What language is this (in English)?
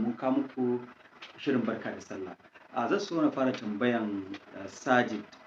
Hausa